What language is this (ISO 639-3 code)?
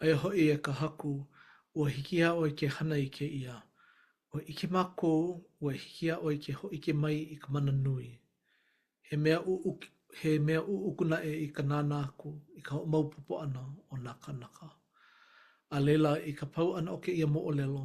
haw